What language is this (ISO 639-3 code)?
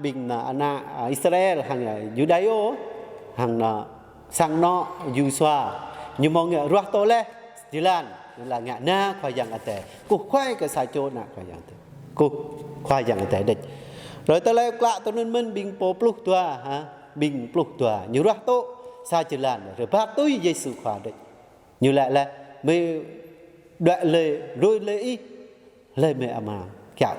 jra